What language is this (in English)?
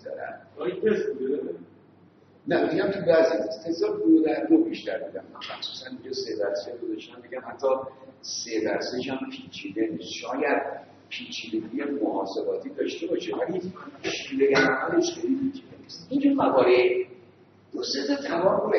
Persian